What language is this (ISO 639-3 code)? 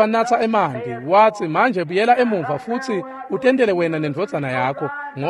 ssw